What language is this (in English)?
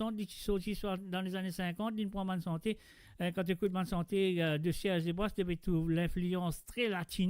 Morisyen